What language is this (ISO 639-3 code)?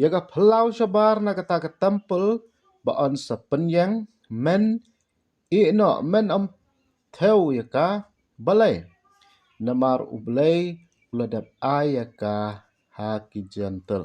kha